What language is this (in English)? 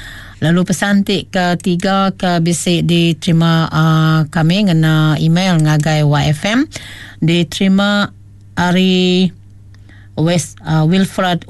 Iban